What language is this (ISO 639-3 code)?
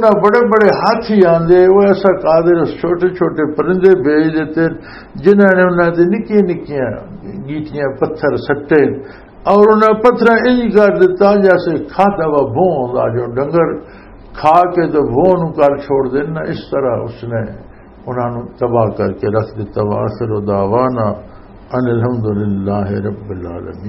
lah